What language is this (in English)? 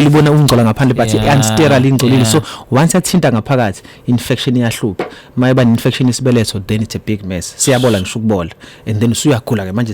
Zulu